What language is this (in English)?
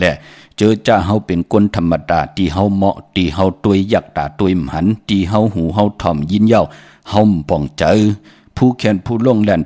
Shan